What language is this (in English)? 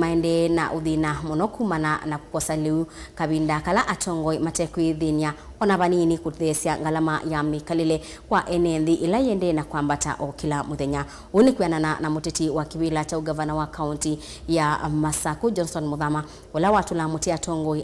Kamba